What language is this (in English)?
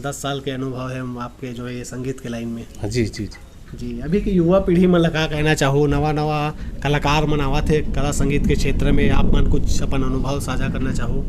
Chhattisgarhi